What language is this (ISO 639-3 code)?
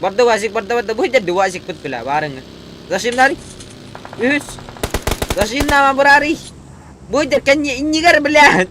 sah